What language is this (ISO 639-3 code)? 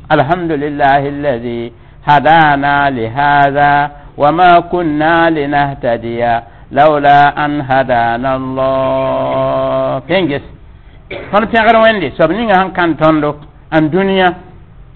mos